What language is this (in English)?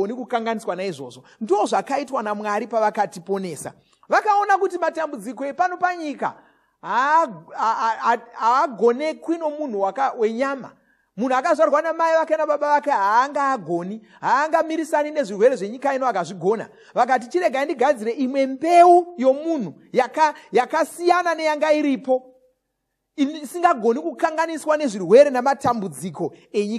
Shona